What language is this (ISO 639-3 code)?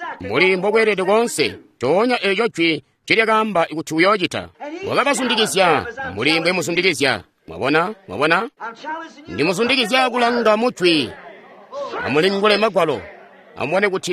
toi